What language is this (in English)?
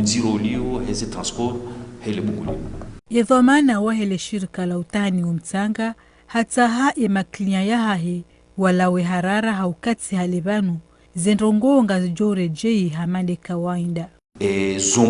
Ngazidja Comorian